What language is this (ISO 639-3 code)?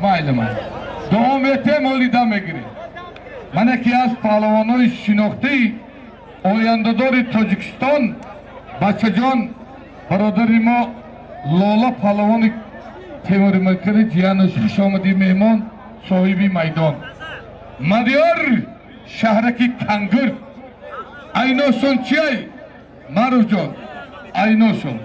tgk